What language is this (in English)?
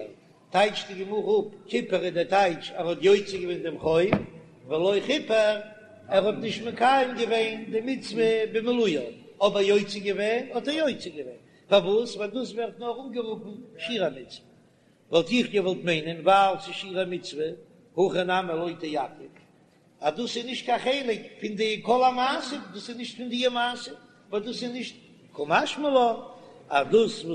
Yiddish